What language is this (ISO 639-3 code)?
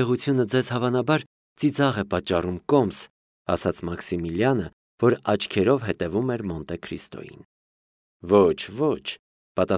hye